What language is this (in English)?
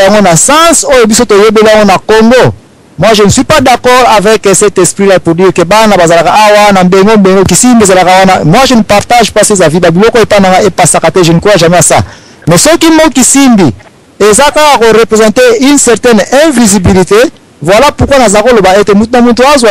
Lingala